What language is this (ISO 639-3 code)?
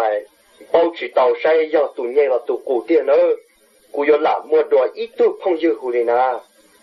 hmn